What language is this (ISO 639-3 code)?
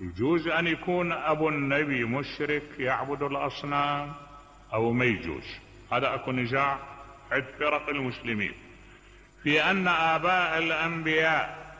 acm